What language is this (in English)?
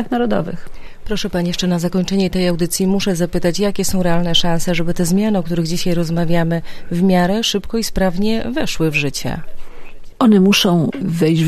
Polish